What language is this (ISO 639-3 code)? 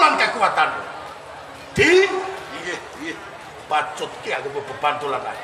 jav